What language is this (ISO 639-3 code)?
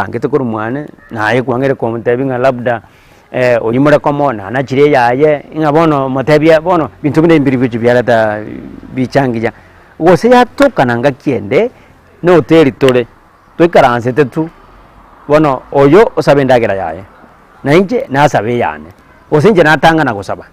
guz